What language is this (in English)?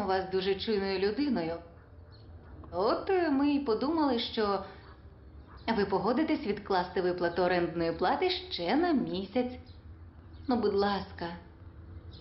Ukrainian